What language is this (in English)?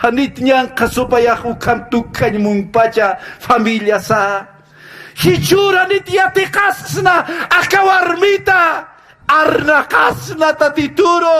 Aymara